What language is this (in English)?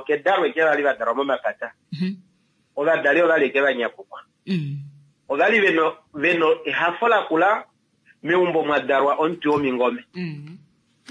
Kuanyama